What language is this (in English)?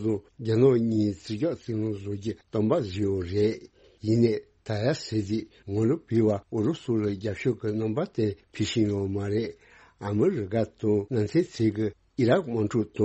Tibetan